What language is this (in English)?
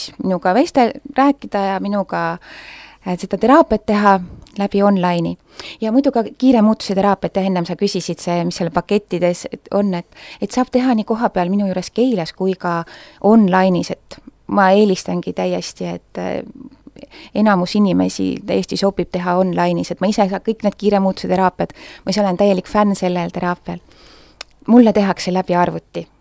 Estonian